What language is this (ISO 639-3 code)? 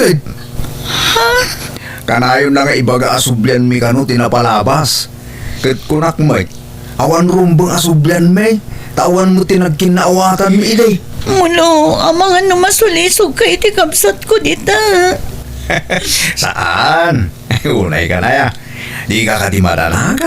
ilo